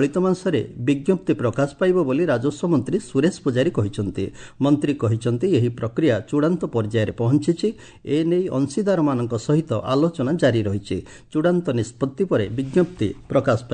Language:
Odia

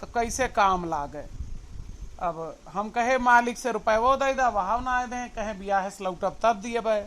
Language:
Awadhi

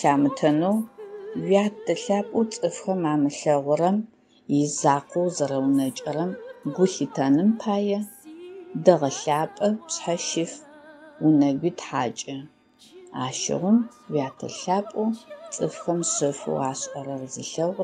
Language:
Adyghe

